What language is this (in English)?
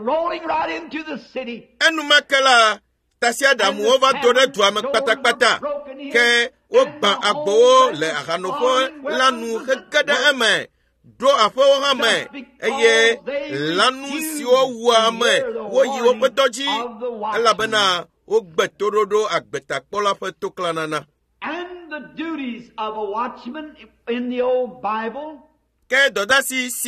Ewe